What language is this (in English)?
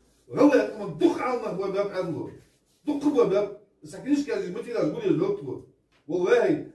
Ingush